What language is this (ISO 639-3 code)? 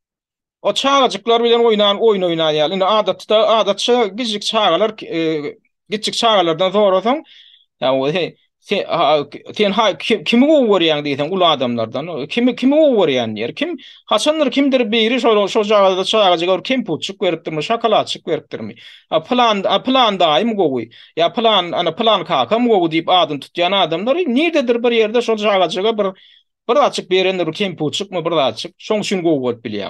tuk